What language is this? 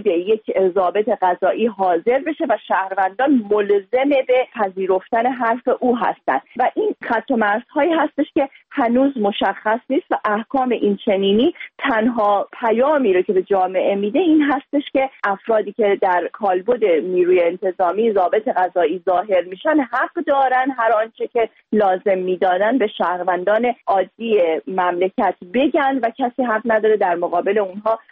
Persian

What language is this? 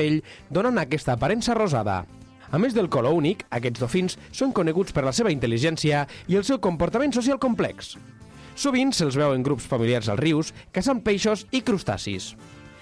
Catalan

